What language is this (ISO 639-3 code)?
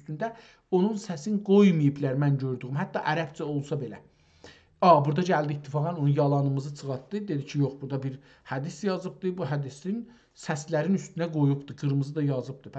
azb